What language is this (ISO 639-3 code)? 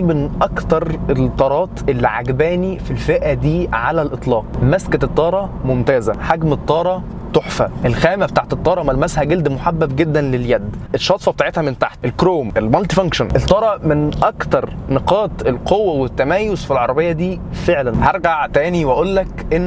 arz